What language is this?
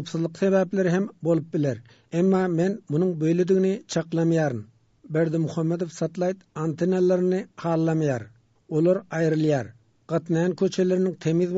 Turkmen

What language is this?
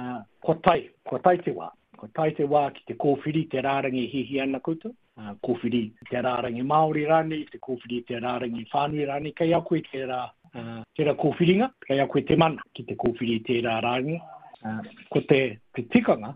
Māori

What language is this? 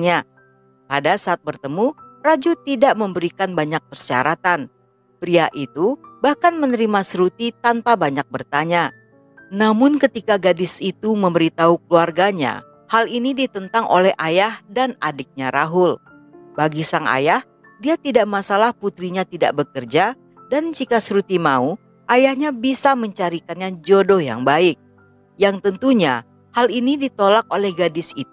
Indonesian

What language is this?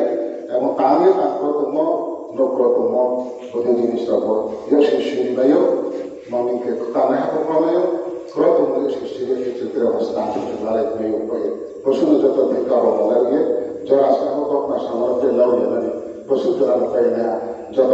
Riang (India)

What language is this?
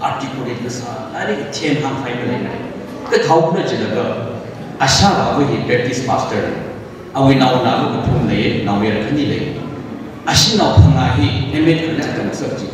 Tangkhul Naga (India)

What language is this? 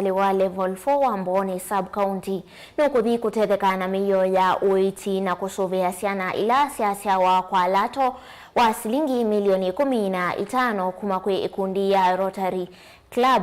Kamba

